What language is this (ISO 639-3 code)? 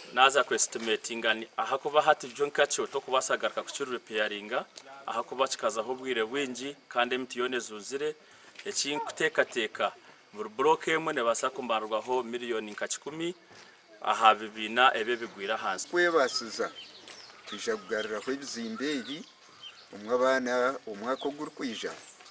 sna